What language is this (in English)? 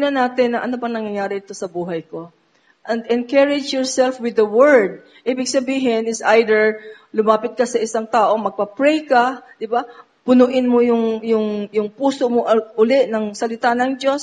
Filipino